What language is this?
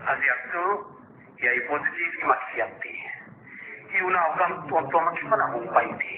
Paite Chin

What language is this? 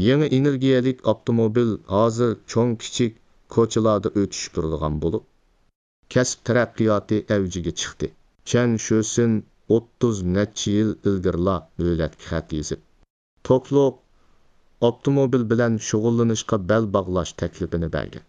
Uyghur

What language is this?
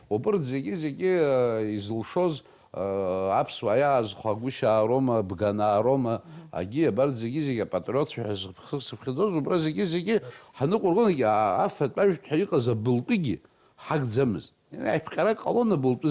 Abkhazian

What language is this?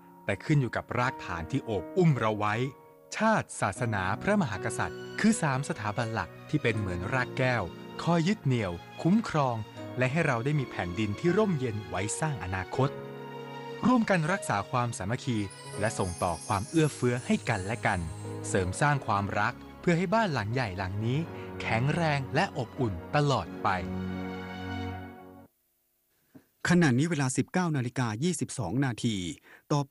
Thai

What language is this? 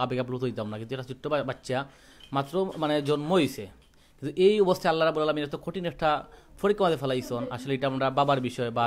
Sylheti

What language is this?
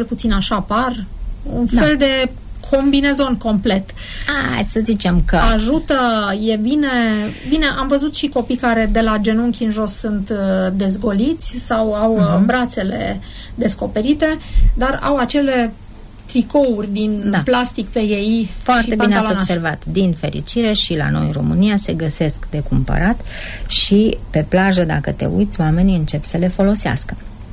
Romanian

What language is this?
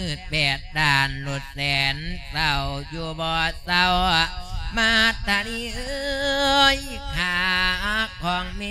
Lao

